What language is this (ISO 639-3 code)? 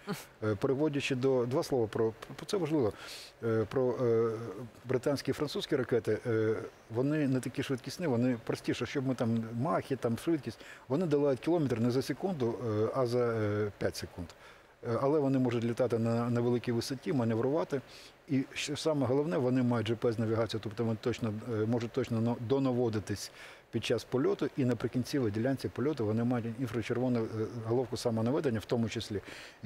ukr